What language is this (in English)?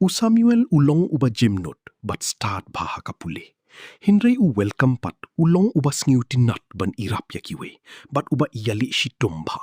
Khasi